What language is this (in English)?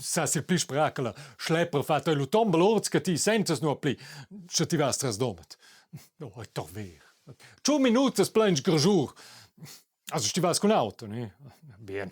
Romansh